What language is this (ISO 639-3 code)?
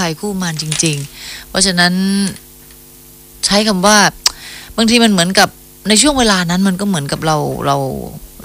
tha